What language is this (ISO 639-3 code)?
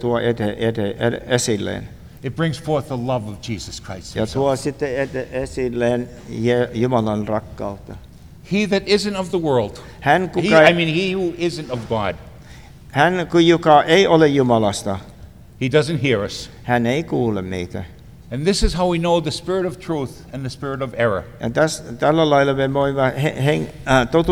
fin